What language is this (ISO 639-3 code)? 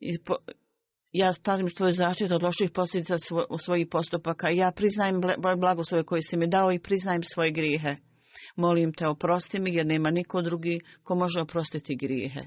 bos